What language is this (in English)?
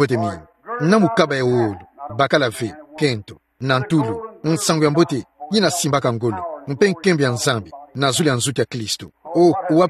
Kituba (Democratic Republic of Congo)